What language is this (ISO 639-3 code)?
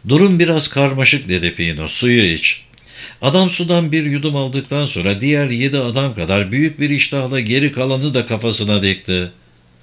tur